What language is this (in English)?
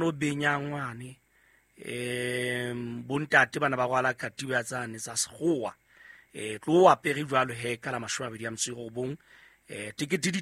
Southern Sotho